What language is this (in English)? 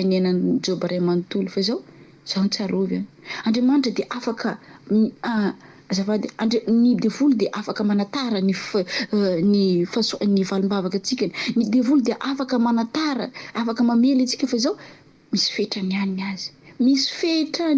Malagasy